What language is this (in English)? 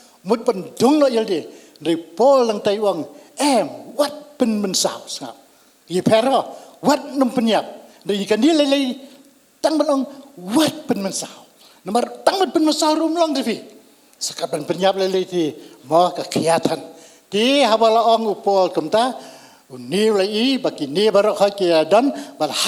Khasi